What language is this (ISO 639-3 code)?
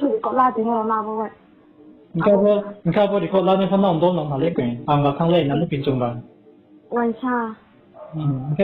ria